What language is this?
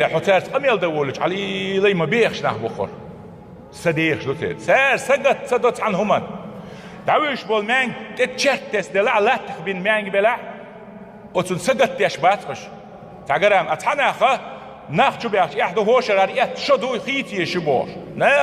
Chechen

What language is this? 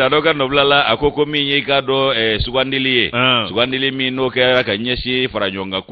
Bambara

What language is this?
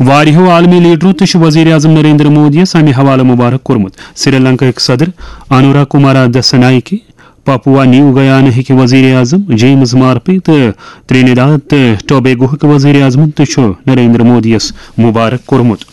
Kashmiri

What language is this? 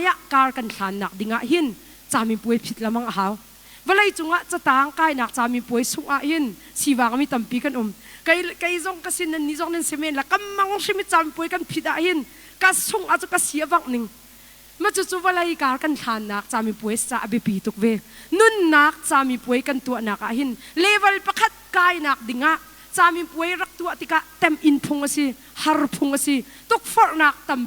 Hakha Chin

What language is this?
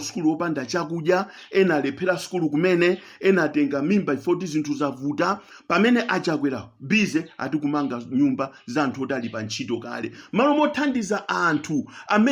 Nyanja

